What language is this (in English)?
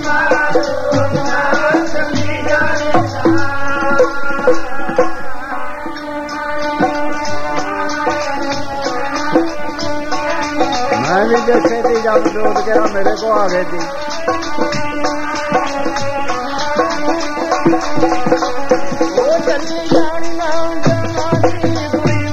Punjabi